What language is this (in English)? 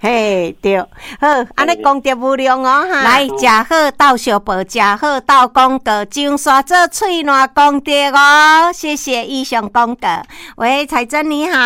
Min Nan Chinese